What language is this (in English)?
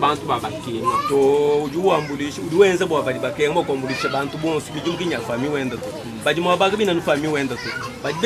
Luba-Lulua